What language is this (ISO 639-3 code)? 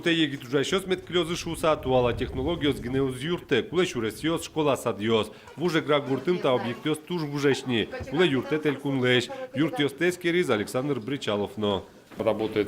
udm